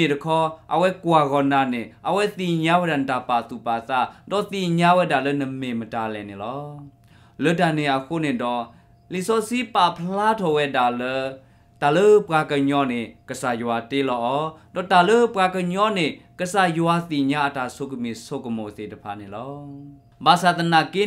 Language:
S'gaw Karen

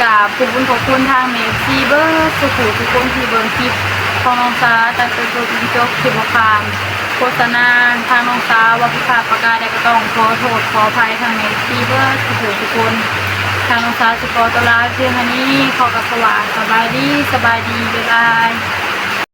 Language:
Northeastern Thai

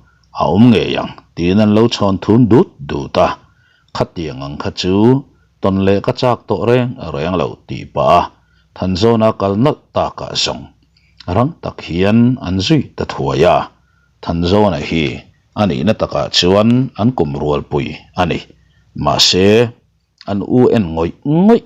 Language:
Mizo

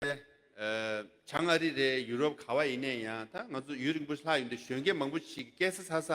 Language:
Tibetan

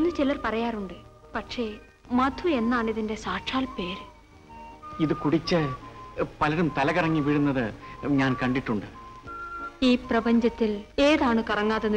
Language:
Malayalam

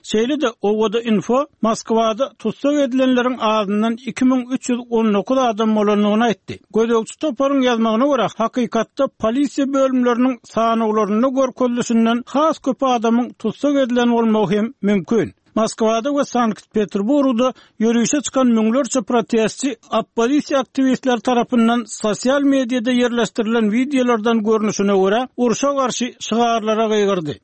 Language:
Turkmen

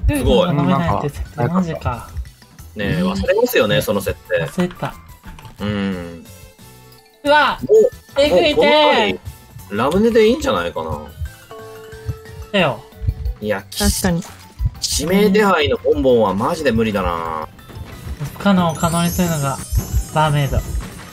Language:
Japanese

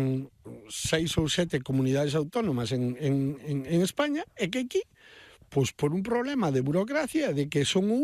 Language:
Galician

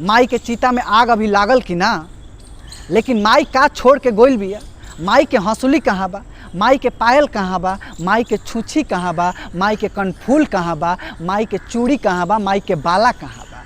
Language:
Bhojpuri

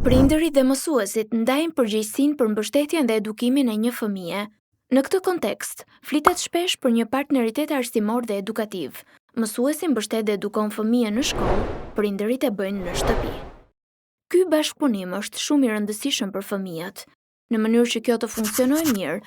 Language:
Albanian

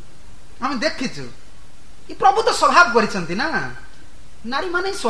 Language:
Odia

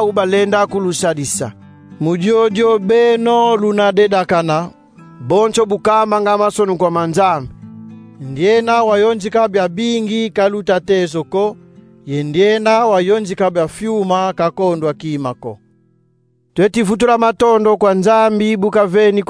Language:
Kongo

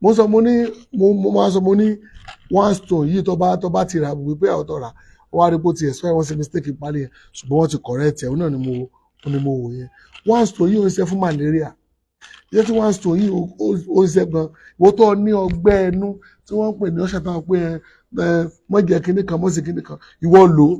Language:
Yoruba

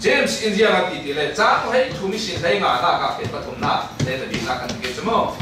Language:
Falam Chin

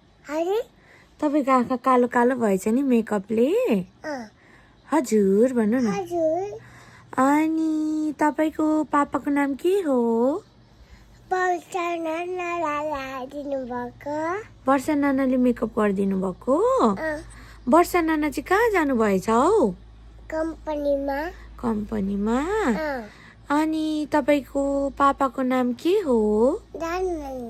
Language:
Nepali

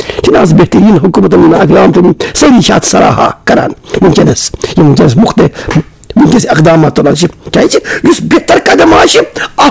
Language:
Kashmiri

